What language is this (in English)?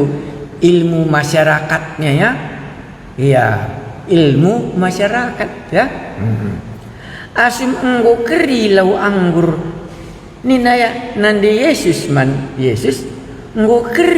Batak Karo